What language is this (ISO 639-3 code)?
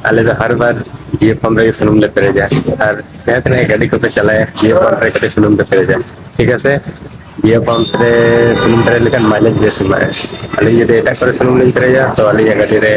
sat